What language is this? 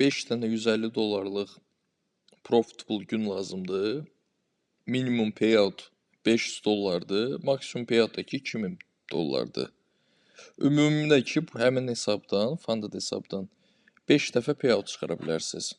Azerbaijani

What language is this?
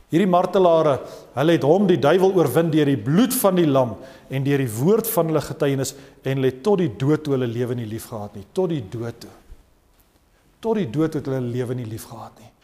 Afrikaans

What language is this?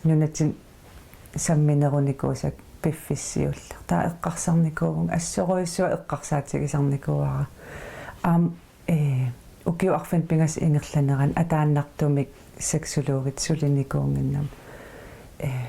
Kalaallisut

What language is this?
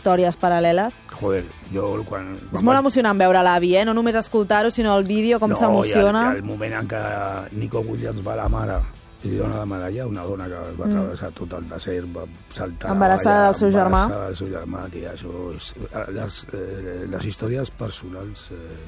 Catalan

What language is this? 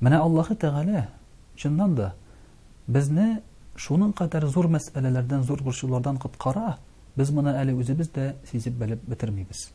Tatar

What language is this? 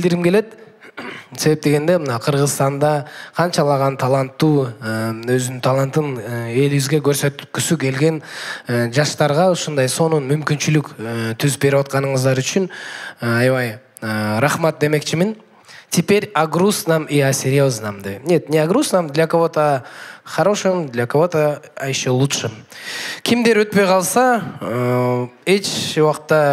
Kyrgyz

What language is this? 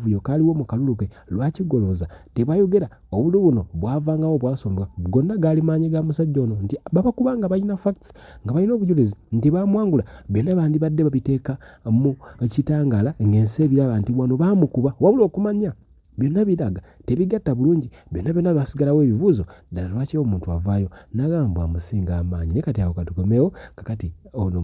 Ganda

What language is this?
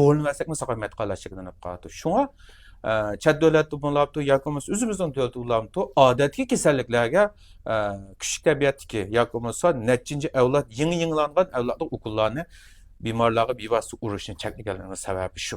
Uyghur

